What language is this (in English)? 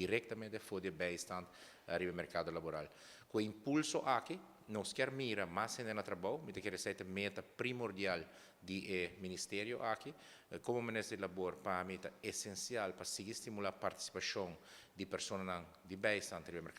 Papiamento